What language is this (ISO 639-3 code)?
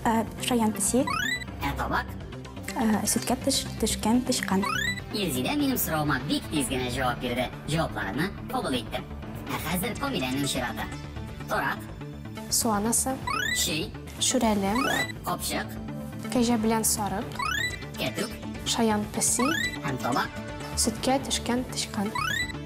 tat